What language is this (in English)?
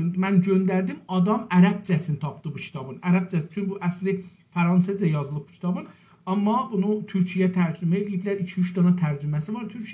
South Azerbaijani